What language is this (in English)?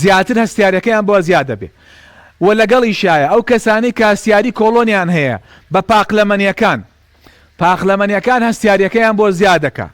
Central Kurdish